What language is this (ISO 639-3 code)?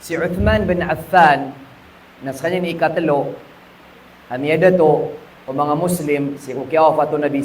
mrw